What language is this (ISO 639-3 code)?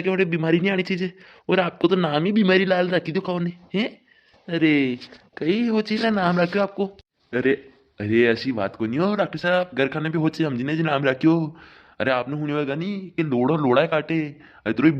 raj